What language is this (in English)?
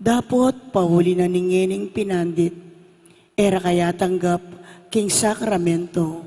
Pampanga